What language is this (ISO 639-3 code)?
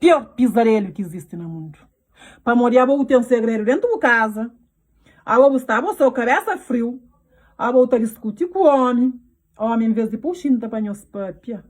kea